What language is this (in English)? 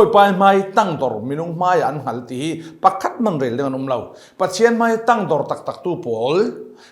Falam Chin